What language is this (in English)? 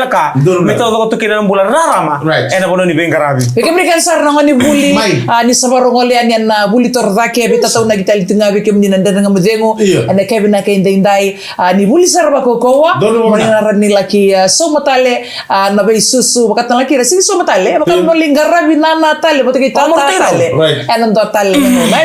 Fijian